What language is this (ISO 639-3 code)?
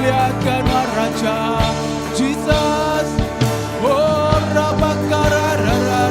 iba